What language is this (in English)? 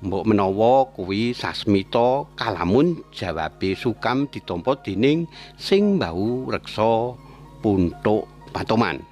Javanese